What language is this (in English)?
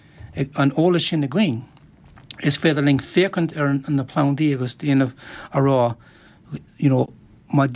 Irish